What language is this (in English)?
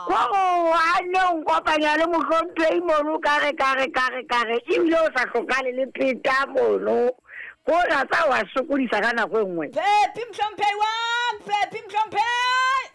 Southern Sotho